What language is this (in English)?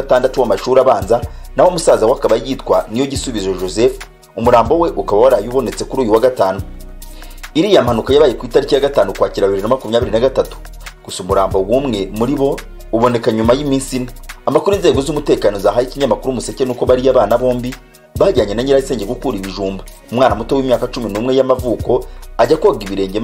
Kinyarwanda